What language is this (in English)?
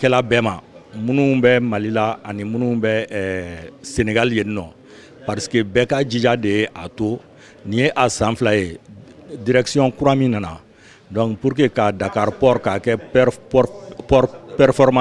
Bambara